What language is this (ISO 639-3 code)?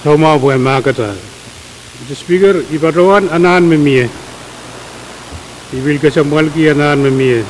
pon